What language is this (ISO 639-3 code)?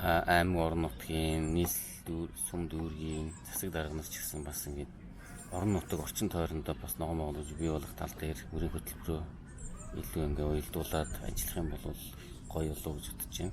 mon